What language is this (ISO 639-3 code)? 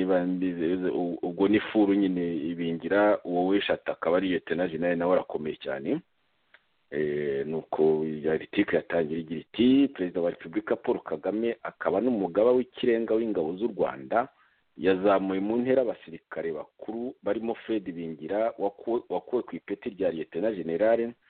kin